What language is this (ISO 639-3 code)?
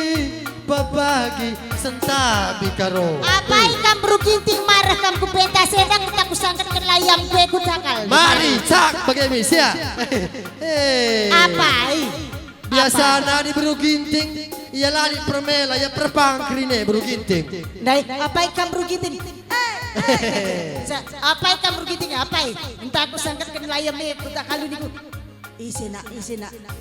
btx